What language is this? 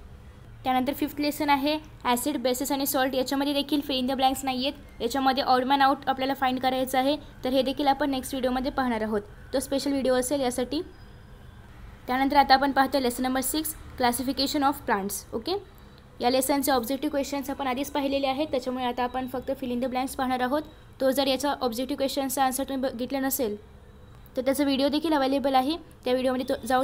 Marathi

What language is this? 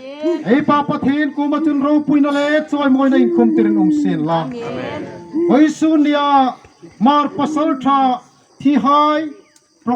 Hmar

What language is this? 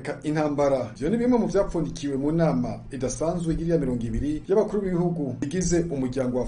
Rundi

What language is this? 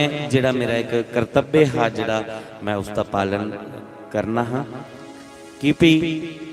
Dogri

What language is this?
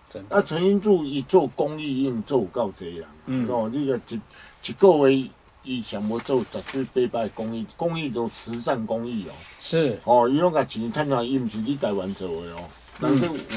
Chinese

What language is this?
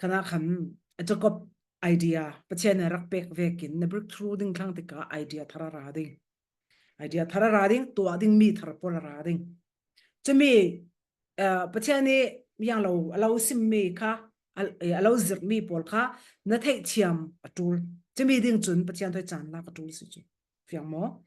Falam Chin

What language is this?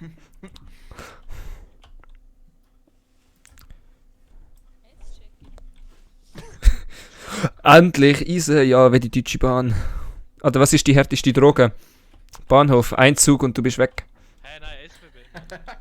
Swiss German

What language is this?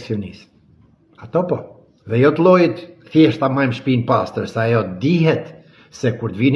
Albanian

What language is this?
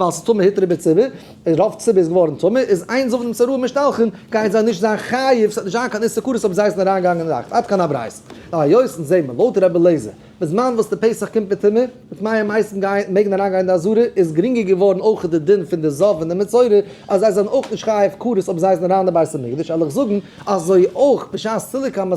Yiddish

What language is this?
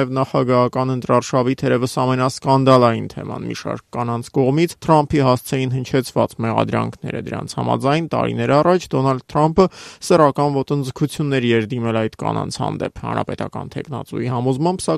Armenian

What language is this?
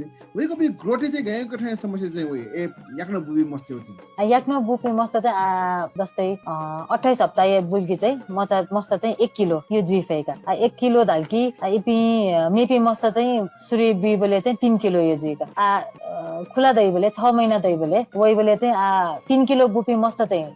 Newari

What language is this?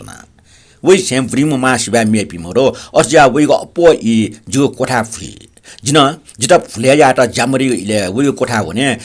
Newari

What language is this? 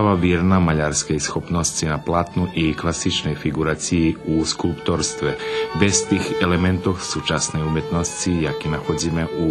Rusyn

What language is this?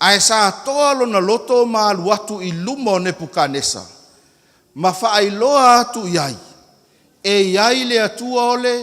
Samoan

